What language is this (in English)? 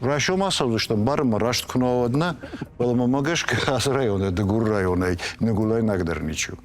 Ossetic